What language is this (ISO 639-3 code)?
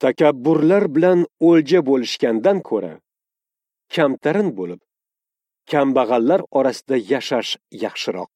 uzb